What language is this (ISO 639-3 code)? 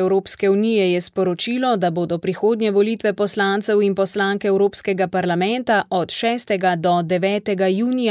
slv